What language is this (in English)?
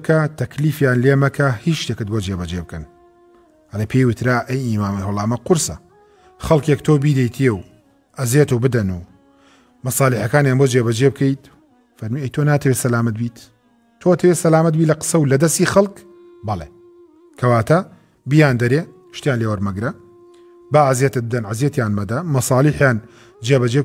Central Kurdish